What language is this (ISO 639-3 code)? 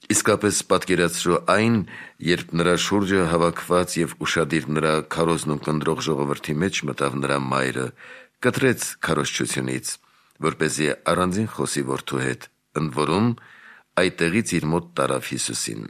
hye